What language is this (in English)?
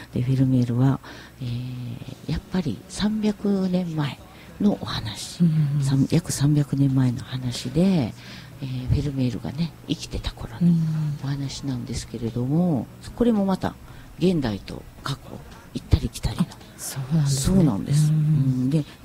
Japanese